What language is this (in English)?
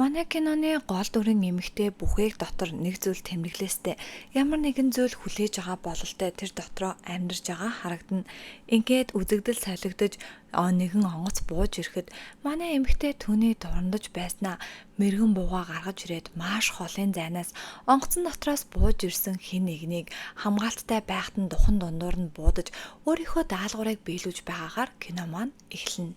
Mongolian